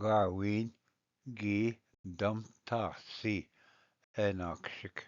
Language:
Ojibwa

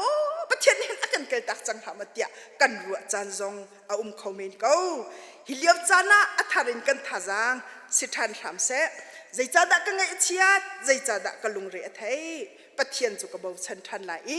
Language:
Hakha Chin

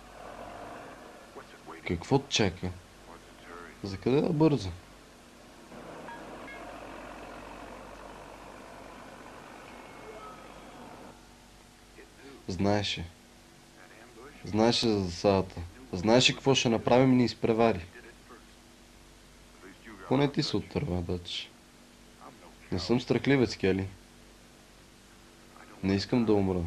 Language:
Bulgarian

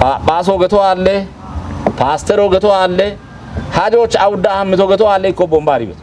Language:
Kafa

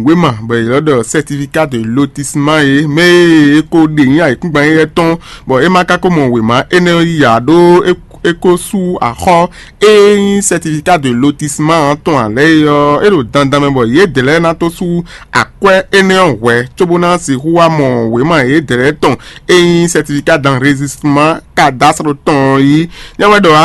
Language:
Fon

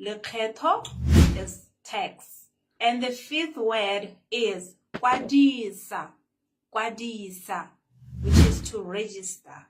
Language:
Tswana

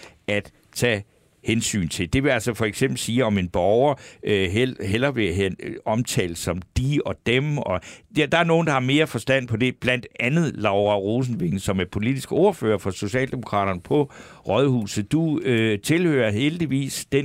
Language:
Danish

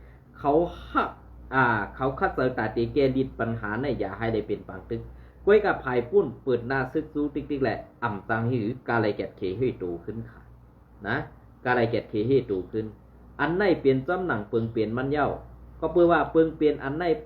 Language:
Shan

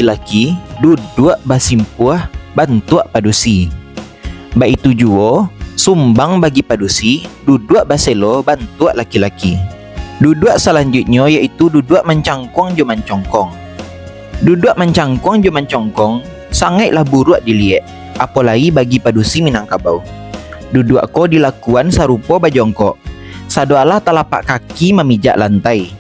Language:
Minangkabau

